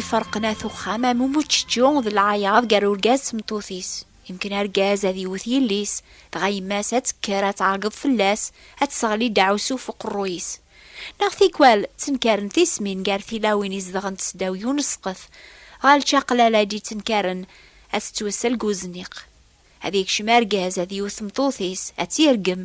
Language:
Kabyle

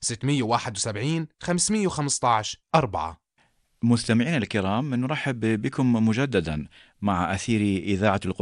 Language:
Arabic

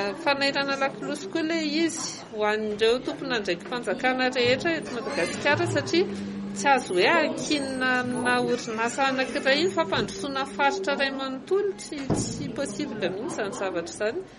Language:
Malagasy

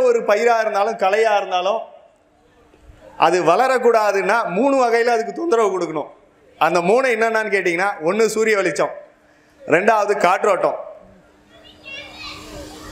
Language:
Tamil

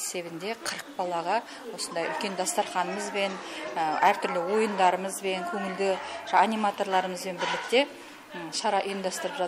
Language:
Kazakh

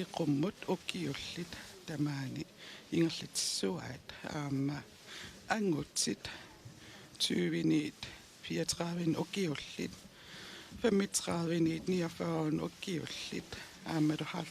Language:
Kalaallisut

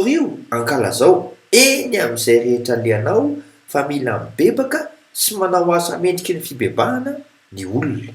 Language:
Malagasy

